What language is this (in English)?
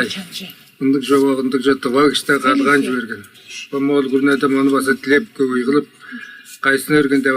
Tuvinian